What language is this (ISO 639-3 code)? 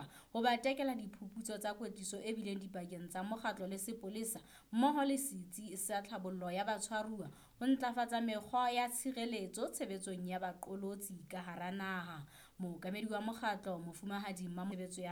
sot